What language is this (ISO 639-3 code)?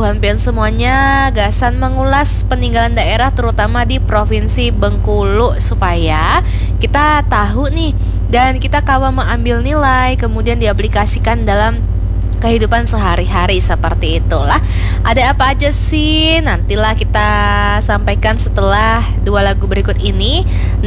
bjn